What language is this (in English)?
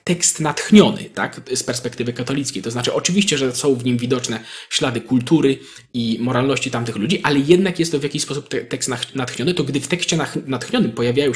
Polish